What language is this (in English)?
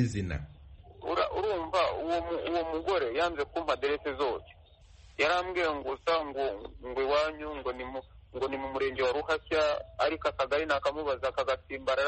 Kinyarwanda